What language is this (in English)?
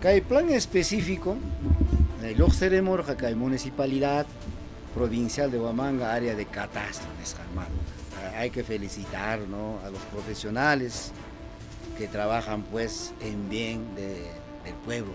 Ayacucho Quechua